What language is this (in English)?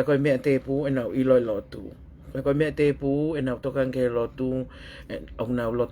Tongan